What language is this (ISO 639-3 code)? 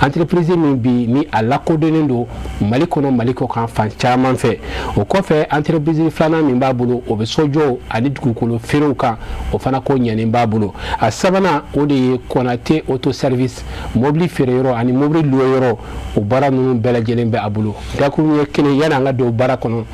bam